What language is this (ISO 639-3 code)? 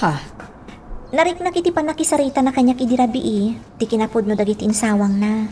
ilo